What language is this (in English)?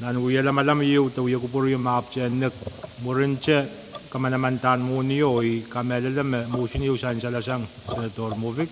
Pohnpeian